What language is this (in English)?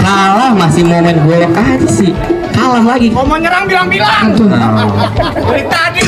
Betawi